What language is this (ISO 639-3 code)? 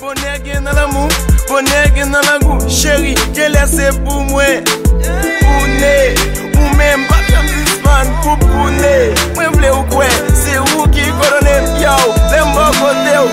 hat